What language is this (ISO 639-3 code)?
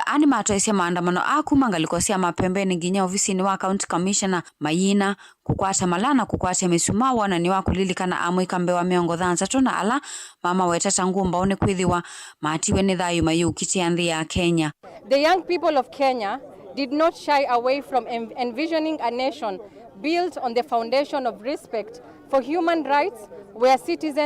kam